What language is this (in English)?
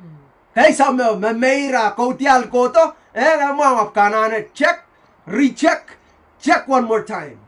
Pohnpeian